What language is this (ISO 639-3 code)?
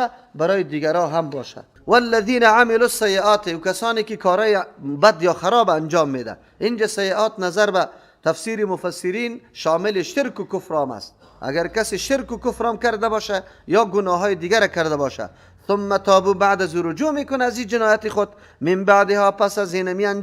fas